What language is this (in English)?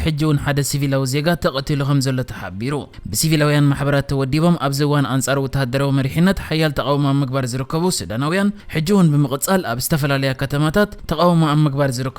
Tigrinya